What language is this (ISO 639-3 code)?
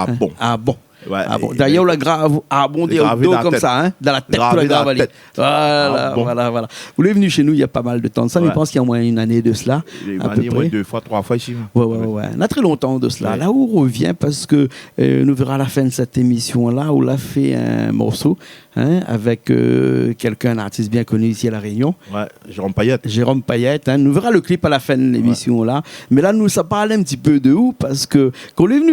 rcf